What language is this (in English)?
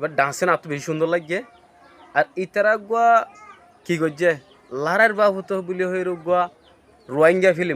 Rohingya